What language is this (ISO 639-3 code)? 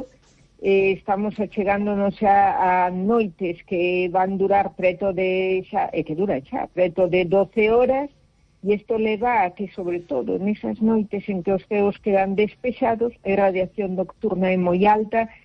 glg